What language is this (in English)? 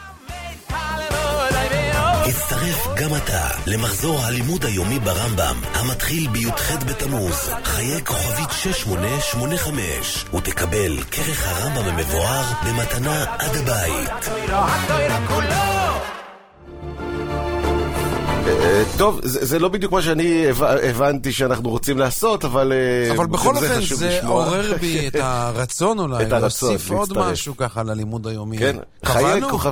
Hebrew